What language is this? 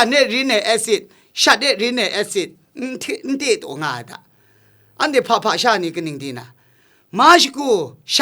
Kachin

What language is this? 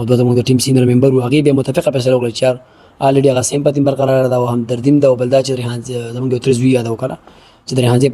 Pashto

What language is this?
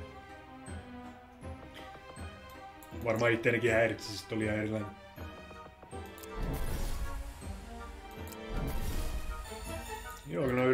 Finnish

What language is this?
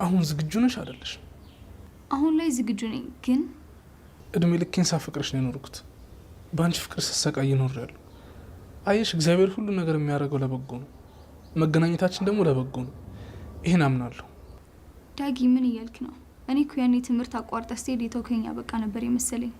Amharic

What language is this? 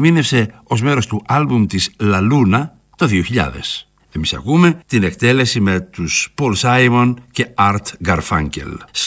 Greek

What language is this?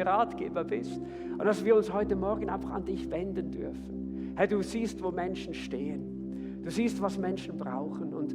Swiss German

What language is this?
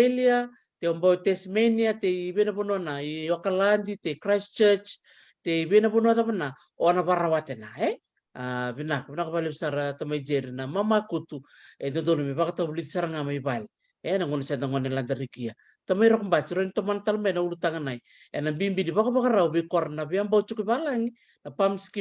Fijian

